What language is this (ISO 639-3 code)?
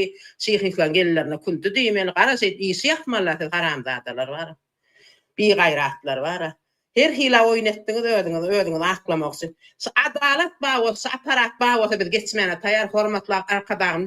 tuk